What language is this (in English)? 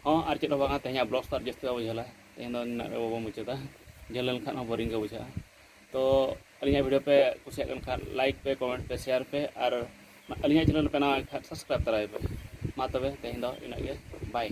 Santali